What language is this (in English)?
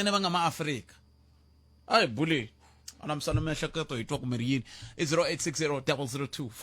Tsonga